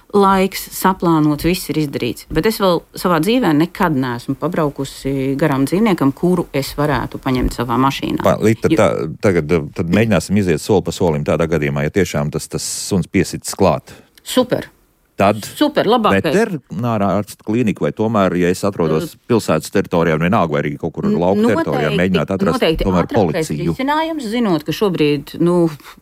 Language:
Latvian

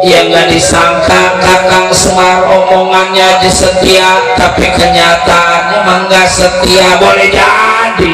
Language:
Betawi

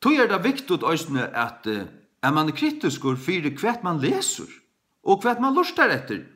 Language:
Faroese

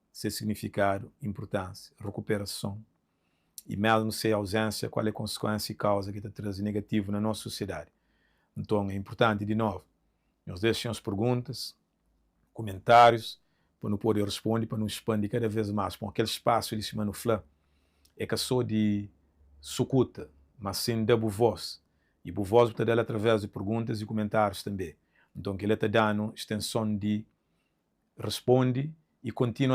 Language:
Kabuverdianu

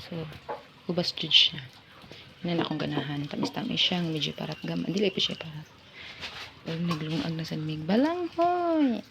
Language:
Cebuano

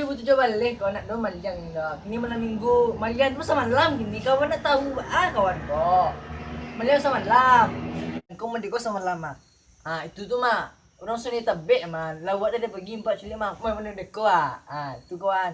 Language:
Minangkabau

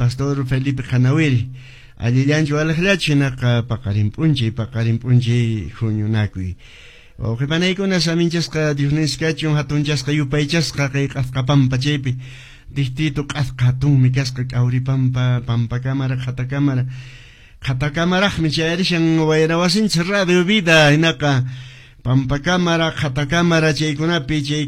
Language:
Quechua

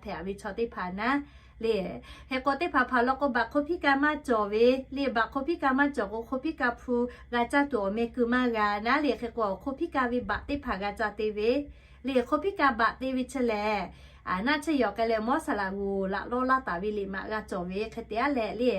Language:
Lahu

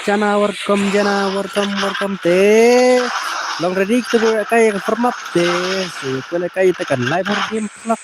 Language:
Khasi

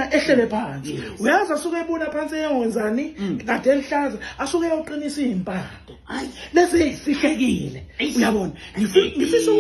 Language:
Zulu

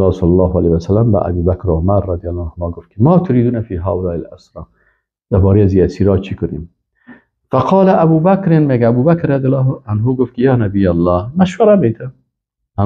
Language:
Persian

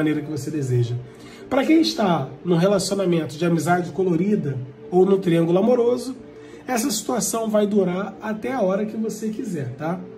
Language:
Portuguese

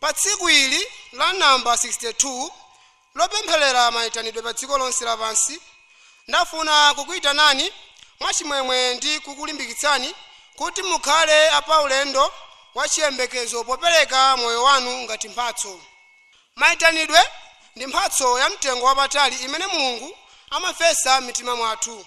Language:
Nyanja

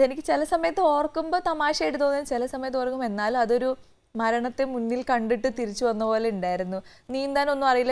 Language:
Malayalam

